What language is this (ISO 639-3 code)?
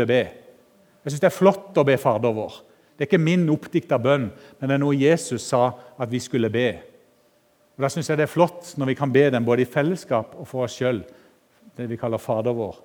nor